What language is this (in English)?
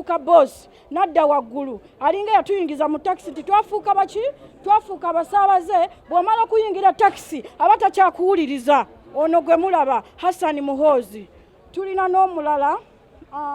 Ganda